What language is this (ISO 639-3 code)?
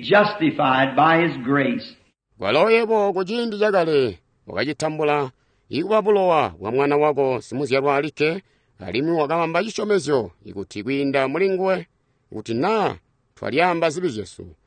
toi